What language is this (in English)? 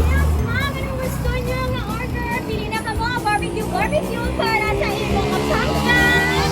Hiligaynon